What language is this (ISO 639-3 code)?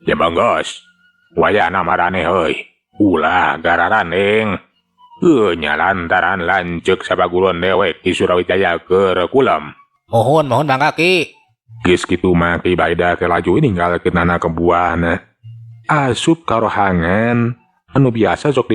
sun